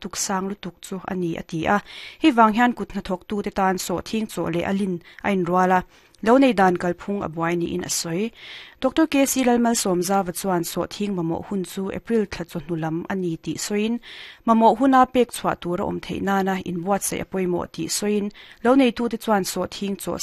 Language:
Mizo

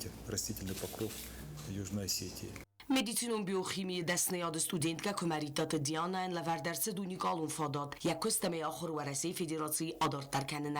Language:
Ossetic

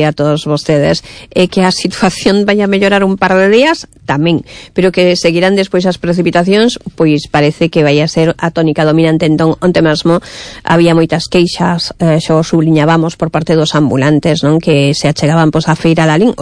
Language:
Galician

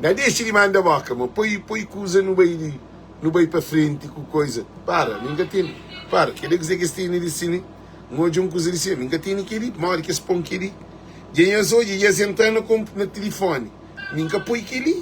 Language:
Kabuverdianu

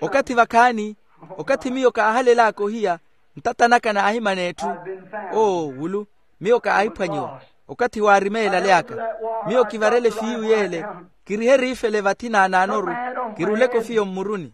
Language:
Makhuwa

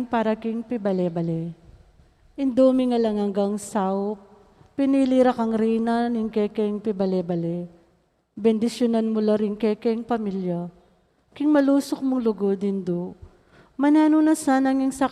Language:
Pampanga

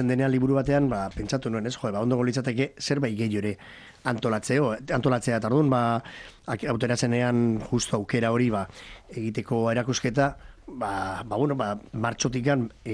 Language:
Basque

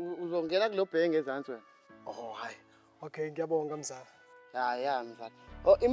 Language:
Zulu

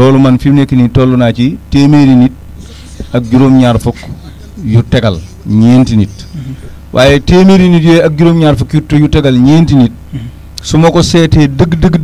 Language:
Wolof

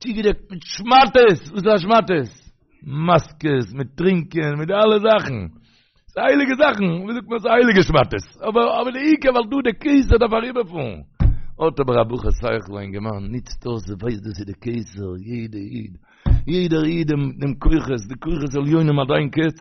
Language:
Yiddish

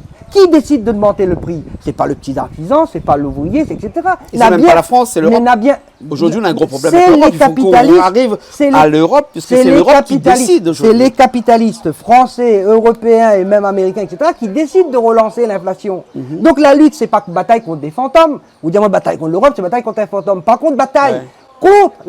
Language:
Réunion Creole French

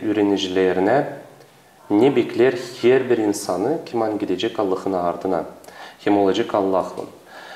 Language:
Gagauz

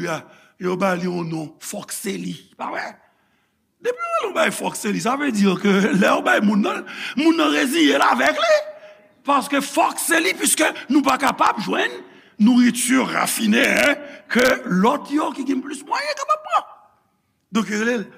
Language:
Haitian Creole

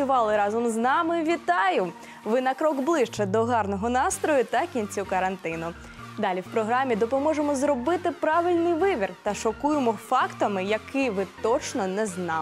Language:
Ukrainian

